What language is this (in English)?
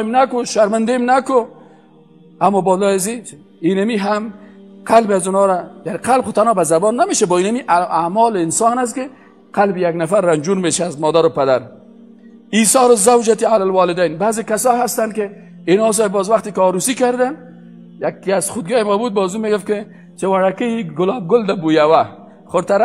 Persian